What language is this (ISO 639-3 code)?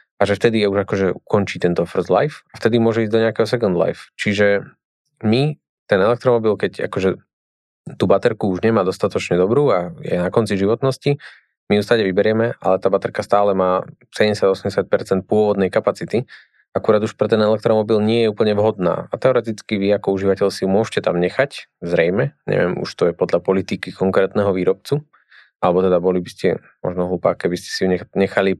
slk